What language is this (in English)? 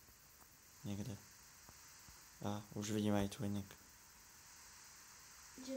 Czech